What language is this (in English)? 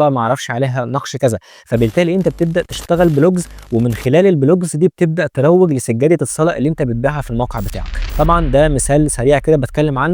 Egyptian Arabic